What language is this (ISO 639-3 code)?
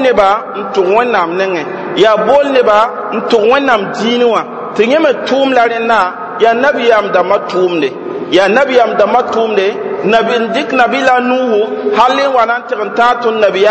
mos